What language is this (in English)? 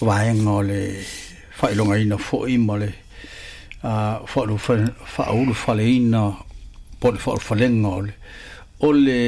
Samoan